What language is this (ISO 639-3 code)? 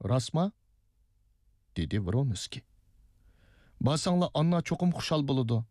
uig